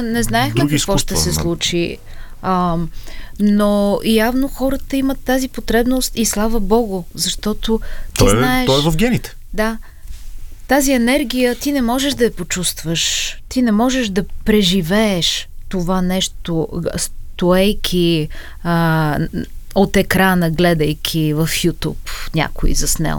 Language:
Bulgarian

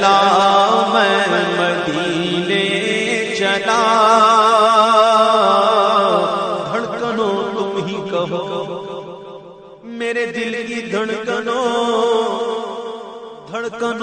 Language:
Urdu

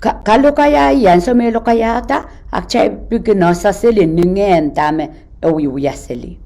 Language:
Pohnpeian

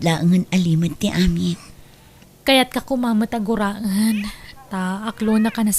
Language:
Iloko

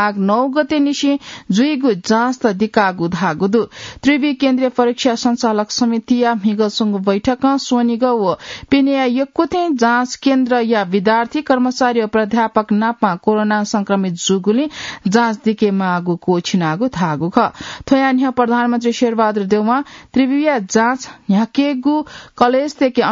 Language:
Newari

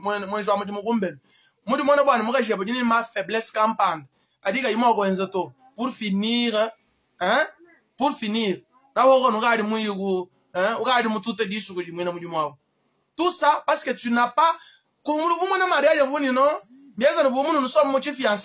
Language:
Luba-Lulua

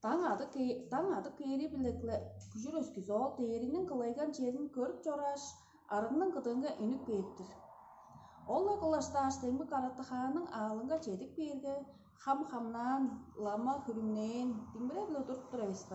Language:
Tuvinian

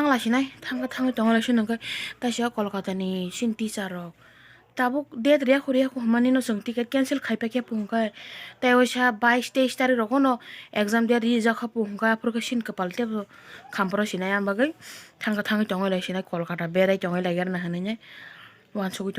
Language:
Kok Borok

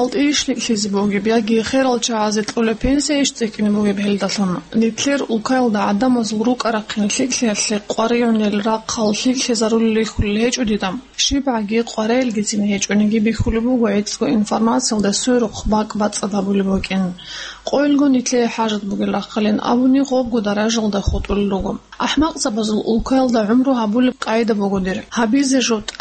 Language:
Avaric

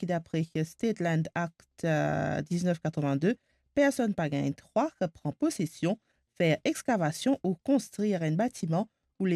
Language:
Morisyen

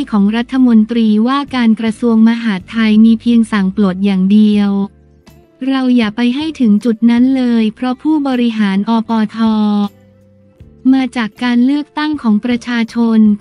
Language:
Thai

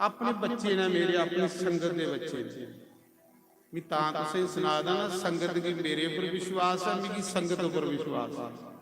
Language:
Dogri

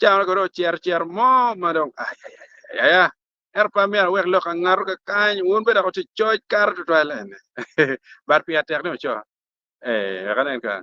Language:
Acoli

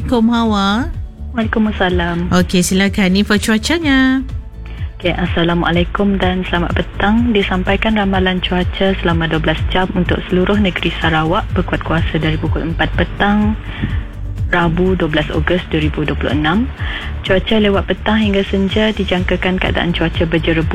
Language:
Malay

